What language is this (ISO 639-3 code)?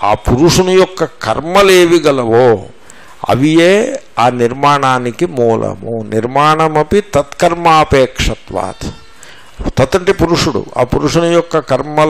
tel